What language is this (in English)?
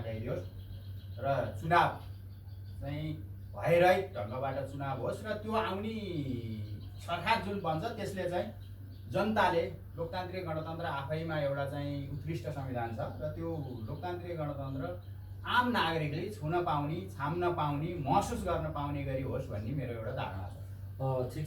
Nepali